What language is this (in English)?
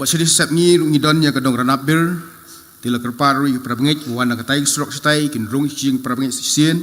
Khasi